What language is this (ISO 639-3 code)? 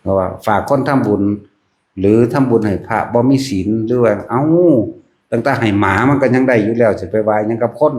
tts